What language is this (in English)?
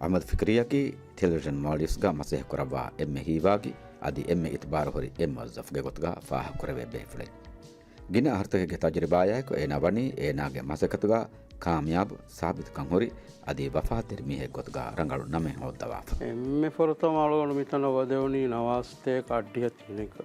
Divehi